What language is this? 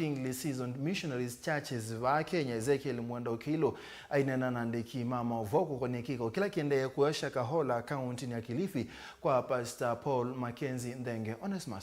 Kamba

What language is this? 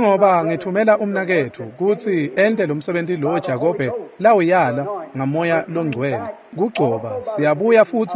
Swati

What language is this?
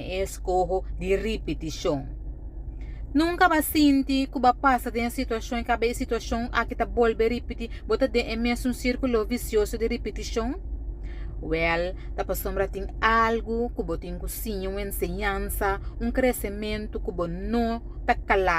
Papiamento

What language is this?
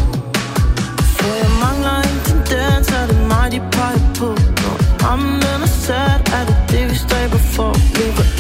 Danish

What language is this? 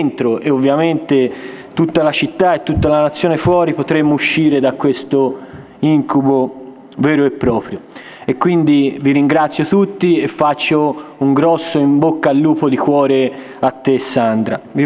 Italian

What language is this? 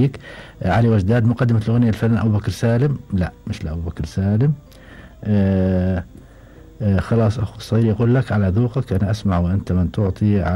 Gulf Arabic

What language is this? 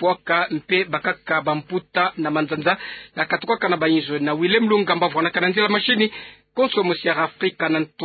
Kituba (Democratic Republic of Congo)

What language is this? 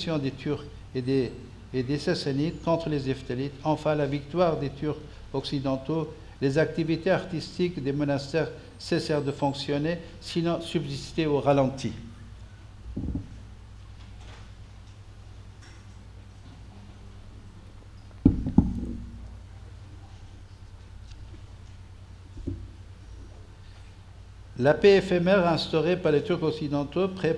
French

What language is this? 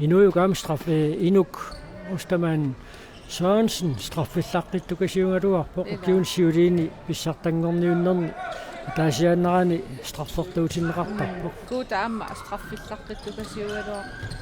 Kalaallisut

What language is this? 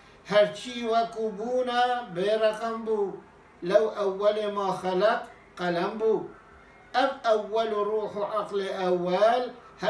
Kurdish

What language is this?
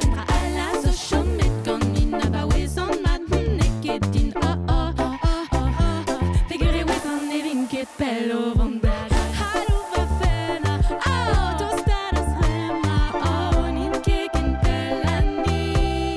Breton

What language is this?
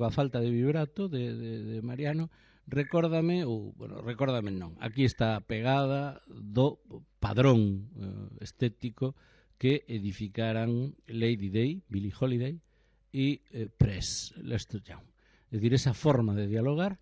Galician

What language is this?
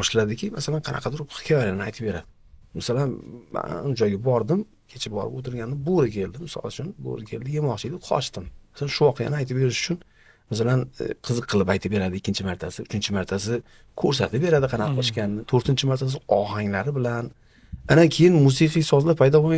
Uzbek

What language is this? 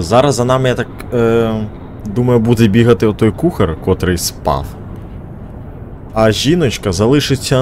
Ukrainian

